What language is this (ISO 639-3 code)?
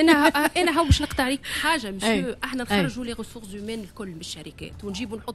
aeb